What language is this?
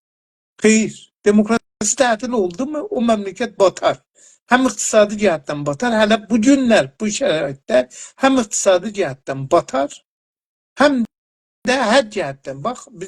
South Azerbaijani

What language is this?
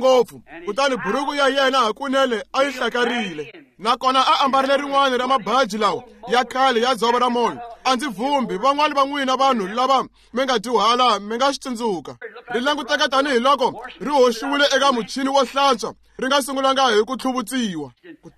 Tsonga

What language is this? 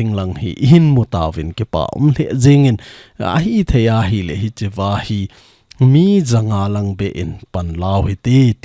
Thado Chin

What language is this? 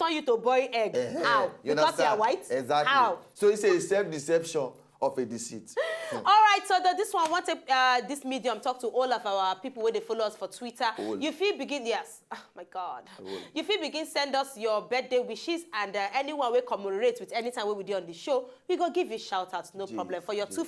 Nigerian Pidgin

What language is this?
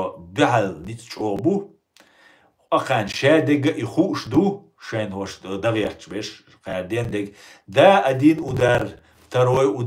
Chechen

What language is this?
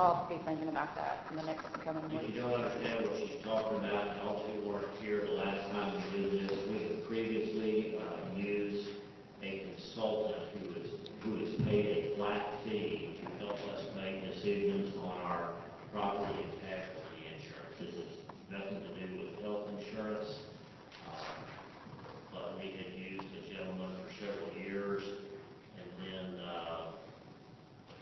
English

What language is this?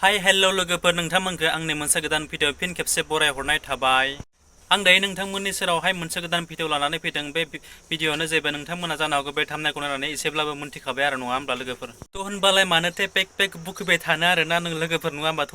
Bodo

